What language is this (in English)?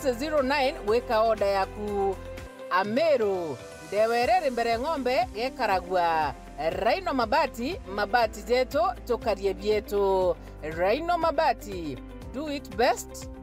Meru